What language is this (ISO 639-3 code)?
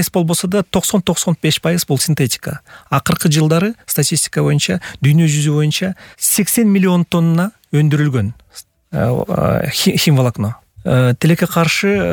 kir